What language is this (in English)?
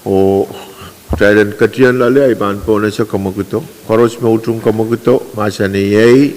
Pohnpeian